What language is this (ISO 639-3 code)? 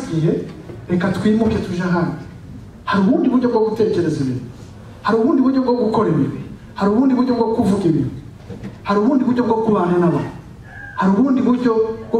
kin